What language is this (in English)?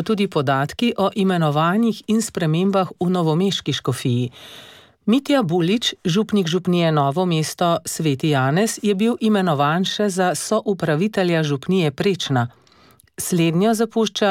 Slovenian